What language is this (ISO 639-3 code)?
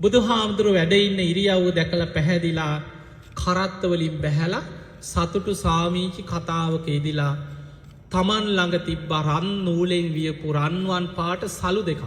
sin